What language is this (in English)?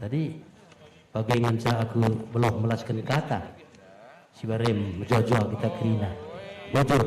Batak Karo